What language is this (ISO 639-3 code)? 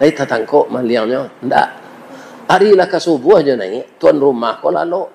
min